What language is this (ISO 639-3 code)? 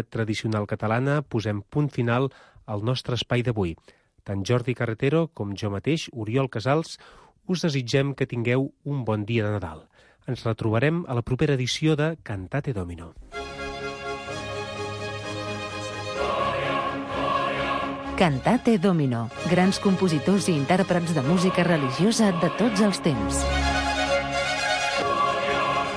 cat